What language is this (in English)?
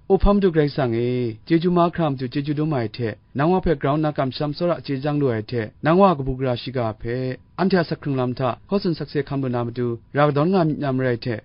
Kachin